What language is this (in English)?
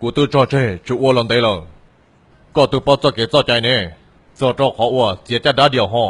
Hmong